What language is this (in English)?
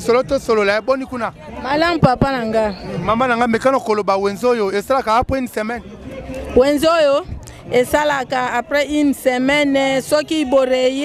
Lingala